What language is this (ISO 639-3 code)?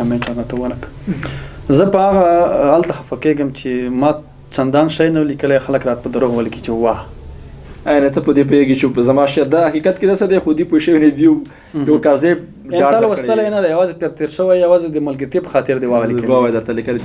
pus